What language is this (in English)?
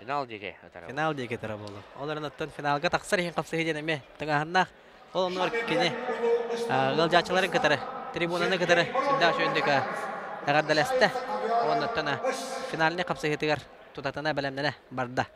Yakut